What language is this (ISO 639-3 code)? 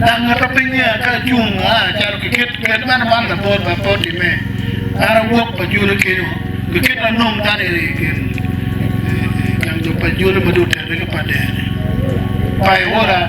ach